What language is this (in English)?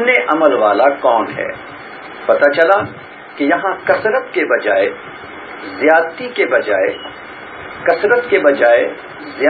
Urdu